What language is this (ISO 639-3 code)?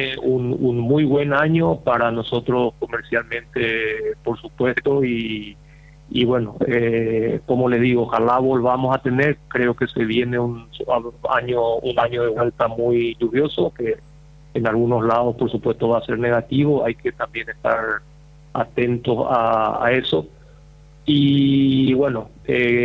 spa